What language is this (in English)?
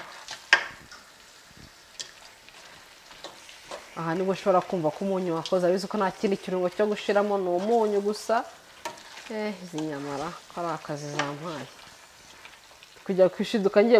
Kinyarwanda